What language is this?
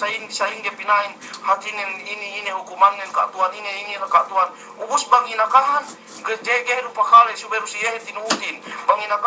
Yakan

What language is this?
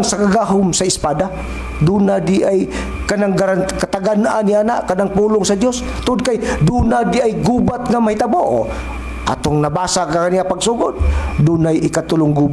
Cebuano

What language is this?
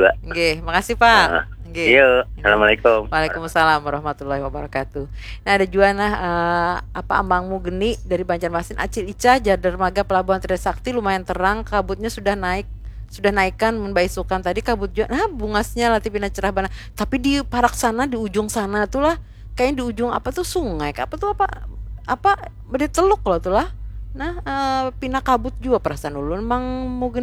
Banjar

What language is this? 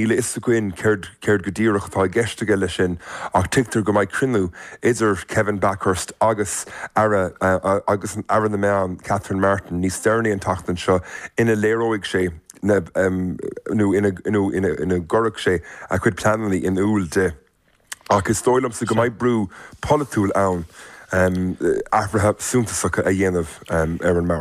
Irish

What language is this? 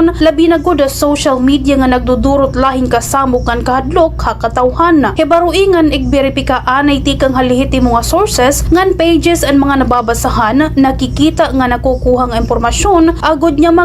Waray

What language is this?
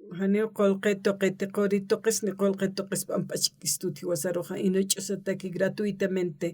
Aymara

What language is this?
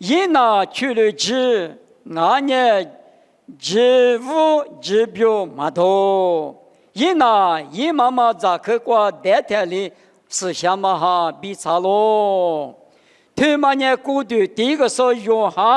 Lisu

